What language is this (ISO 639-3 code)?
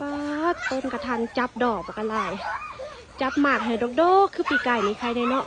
lao